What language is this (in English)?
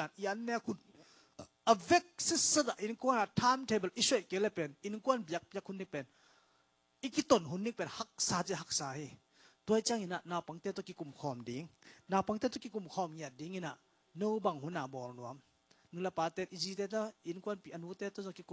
Tedim Chin